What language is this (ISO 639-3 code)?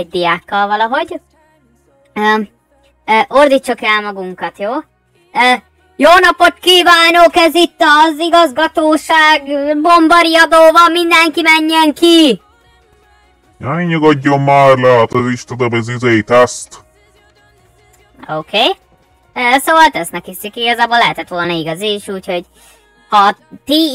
hun